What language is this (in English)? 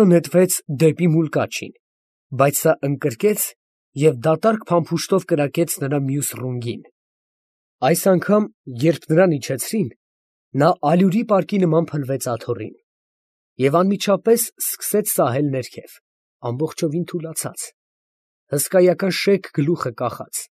Armenian